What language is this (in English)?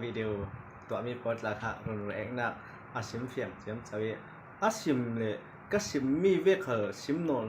Falam Chin